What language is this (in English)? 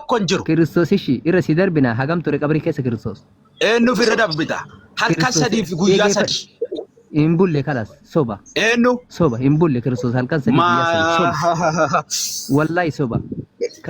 Oromo